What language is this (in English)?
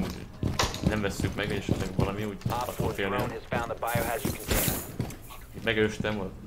Hungarian